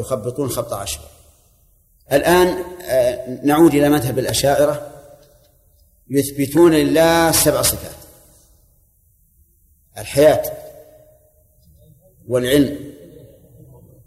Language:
Arabic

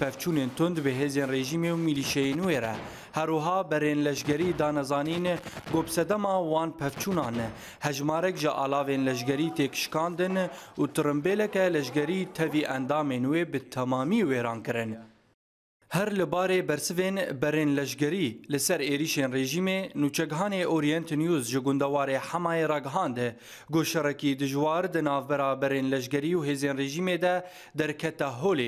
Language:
Kurdish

